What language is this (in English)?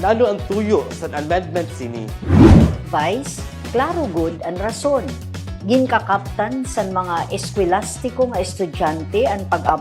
Waray